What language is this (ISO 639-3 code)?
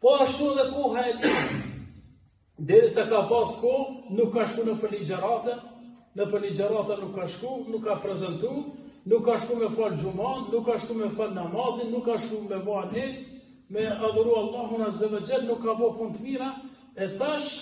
sqi